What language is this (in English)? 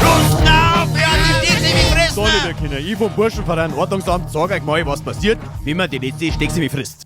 Bavarian